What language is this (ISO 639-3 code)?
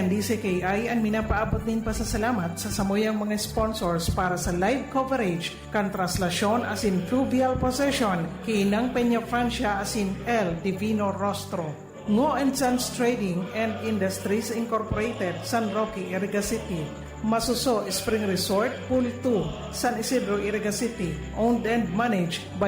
bik